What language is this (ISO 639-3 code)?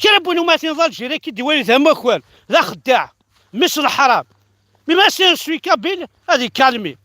kab